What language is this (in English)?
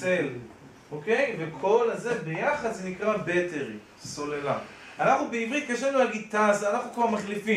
Hebrew